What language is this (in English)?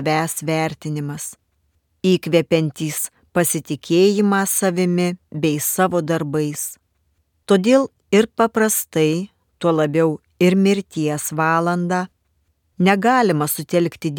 Lithuanian